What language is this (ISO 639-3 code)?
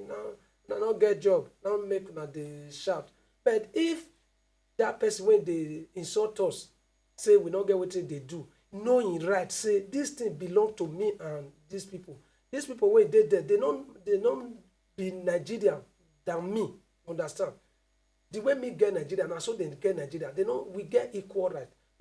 pcm